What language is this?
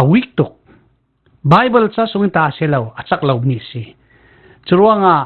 Falam Chin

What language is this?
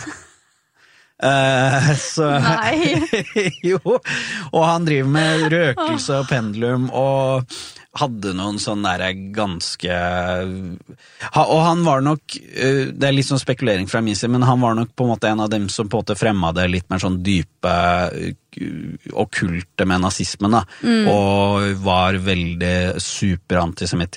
Norwegian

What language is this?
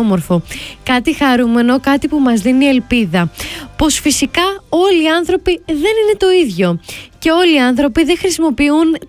Greek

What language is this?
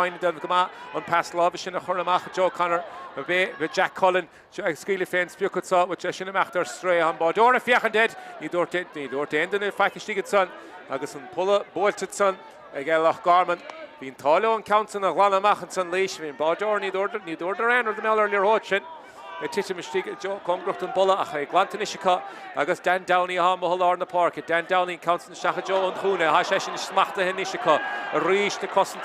Irish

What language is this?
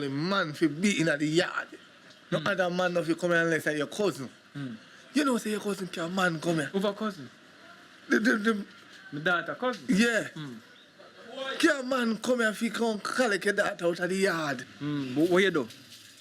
Jamaican Creole English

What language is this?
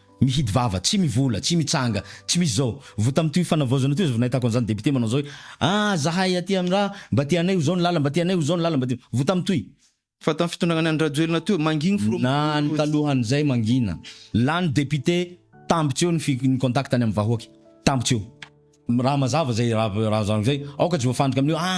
Malagasy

